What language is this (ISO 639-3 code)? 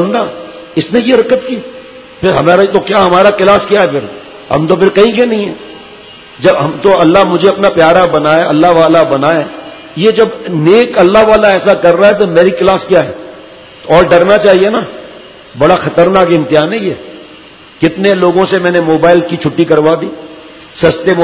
urd